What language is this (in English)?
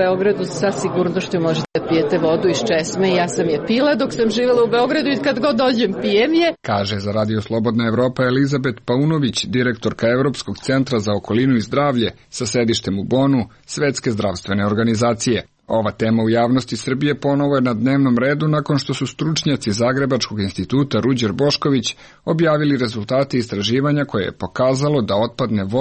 Serbian